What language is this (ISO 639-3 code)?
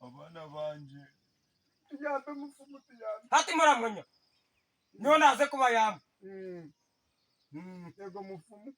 nyn